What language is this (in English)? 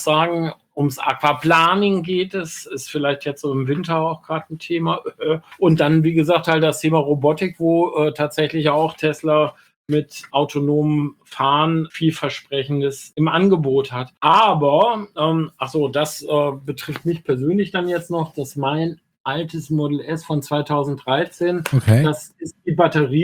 German